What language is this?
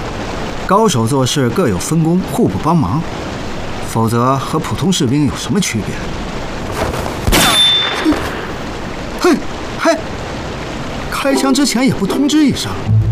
Chinese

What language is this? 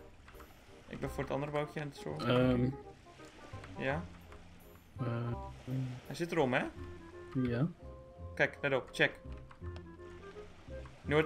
Dutch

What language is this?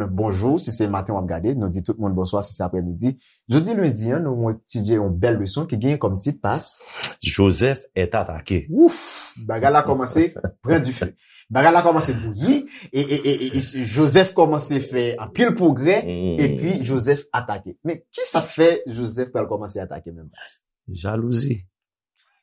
Haitian Creole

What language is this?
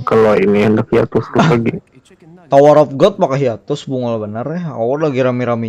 Banjar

